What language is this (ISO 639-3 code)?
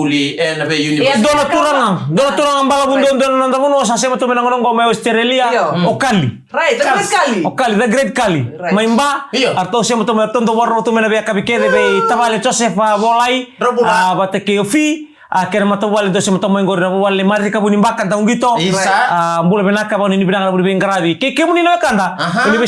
fij